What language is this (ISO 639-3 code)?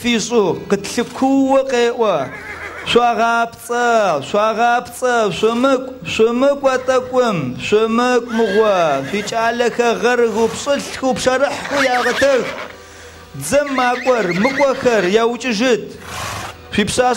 ady